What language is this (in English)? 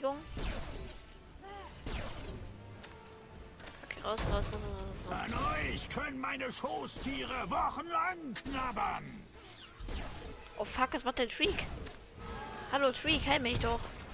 German